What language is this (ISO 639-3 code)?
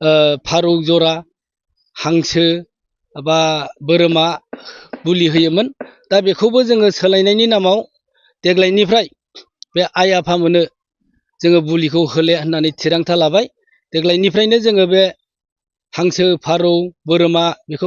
brx